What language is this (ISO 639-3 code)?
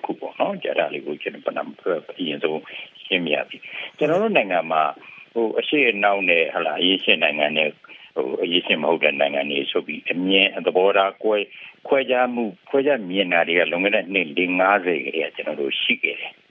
mya